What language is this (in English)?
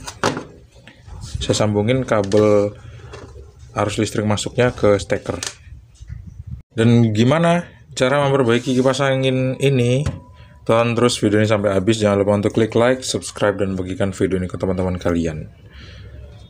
Indonesian